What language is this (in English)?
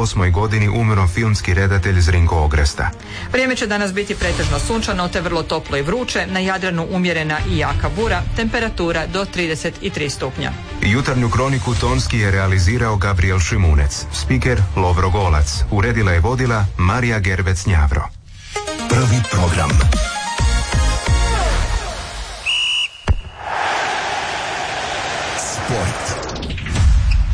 Croatian